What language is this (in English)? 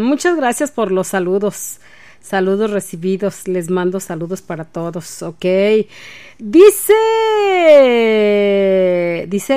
Spanish